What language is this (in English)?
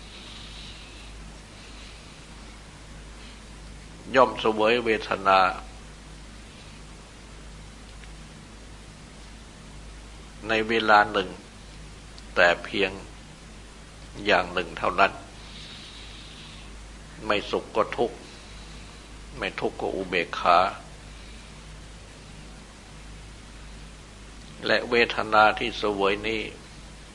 Thai